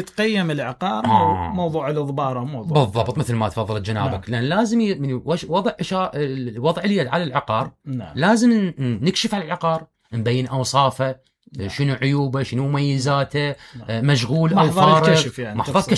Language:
Mesopotamian Arabic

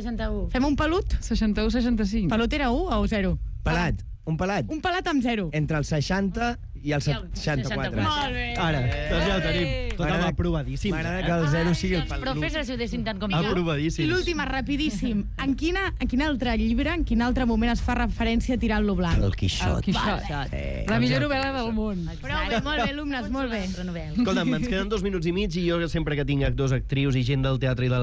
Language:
Catalan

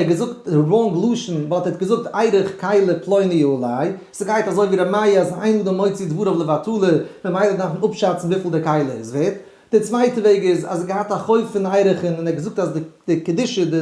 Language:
Yiddish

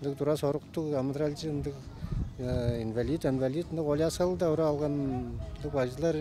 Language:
Tuvinian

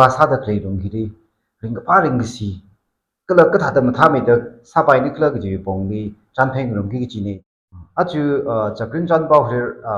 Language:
Tangkhul Naga (India)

